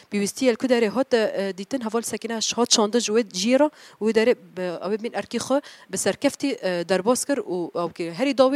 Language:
Kurdish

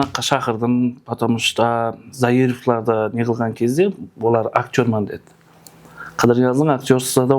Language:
Kara-Kalpak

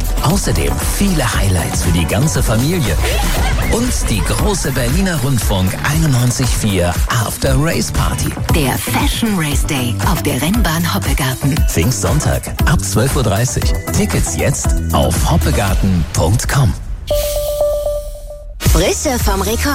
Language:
German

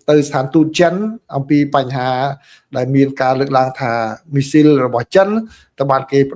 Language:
Khmer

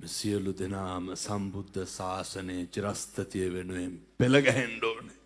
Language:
Sinhala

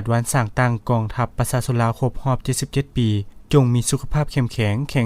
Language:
Lao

